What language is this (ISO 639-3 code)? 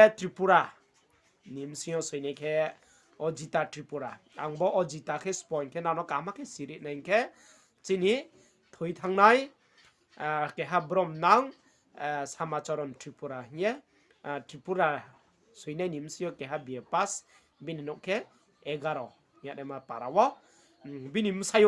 ria